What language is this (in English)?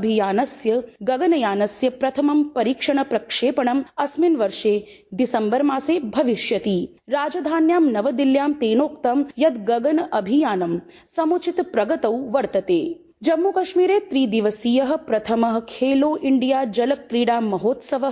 Sanskrit